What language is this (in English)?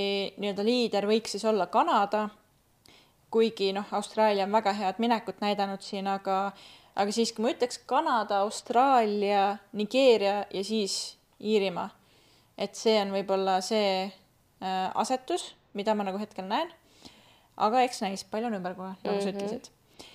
Estonian